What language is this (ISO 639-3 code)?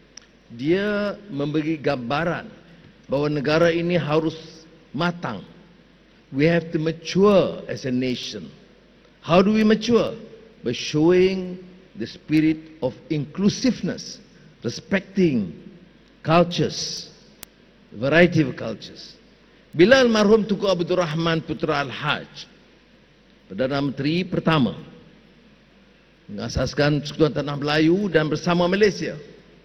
msa